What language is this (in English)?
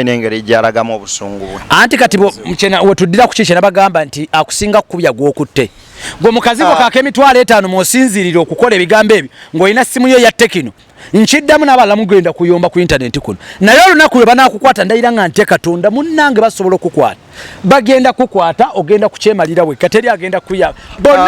Ganda